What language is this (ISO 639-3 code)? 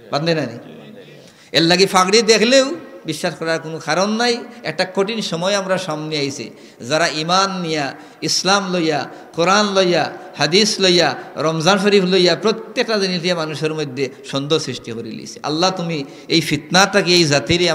syl